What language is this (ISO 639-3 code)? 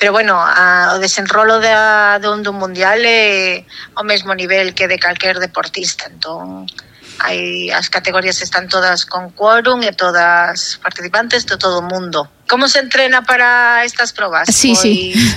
glg